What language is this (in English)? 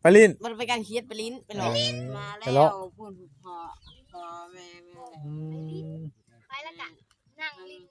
Northeastern Thai